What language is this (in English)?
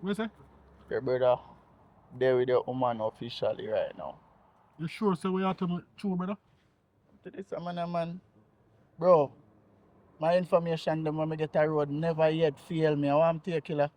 Jamaican Creole English